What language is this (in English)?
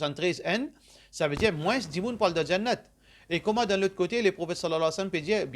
Morisyen